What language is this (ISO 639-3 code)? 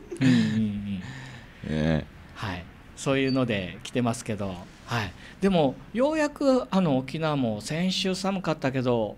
jpn